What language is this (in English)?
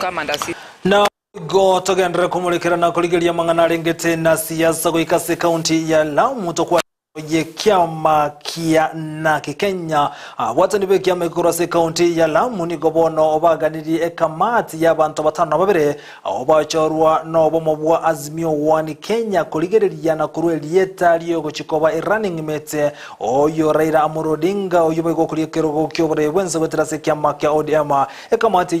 Gusii